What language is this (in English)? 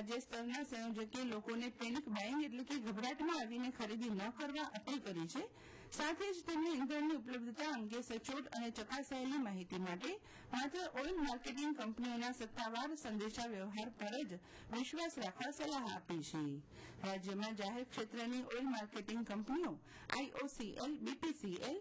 Gujarati